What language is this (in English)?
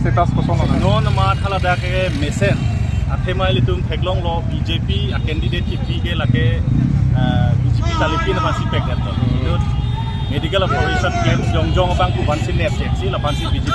Karbi